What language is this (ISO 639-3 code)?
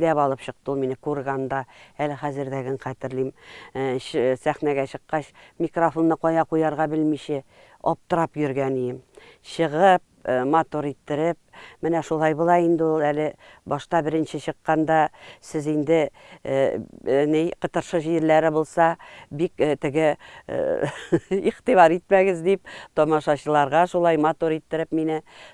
tat